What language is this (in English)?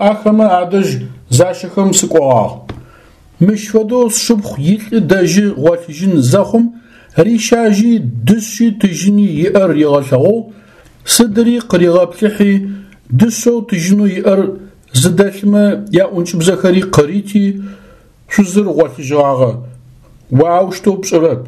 Adyghe